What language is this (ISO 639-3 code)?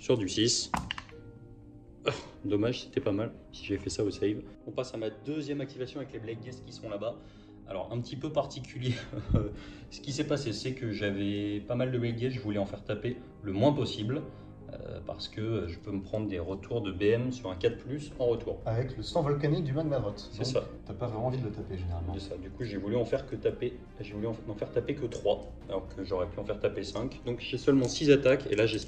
fra